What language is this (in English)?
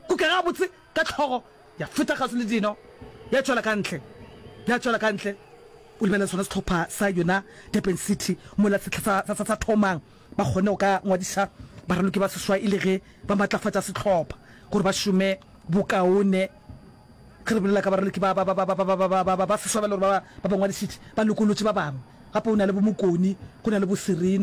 Northern Sotho